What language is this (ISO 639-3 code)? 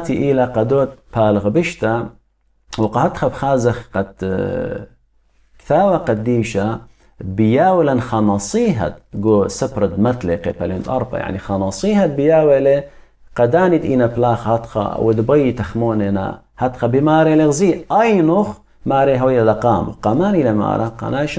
aii